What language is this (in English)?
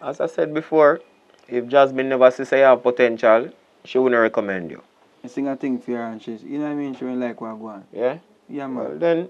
Jamaican Creole English